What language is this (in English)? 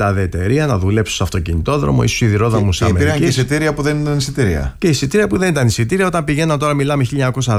Greek